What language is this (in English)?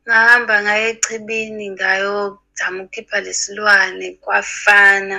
Zulu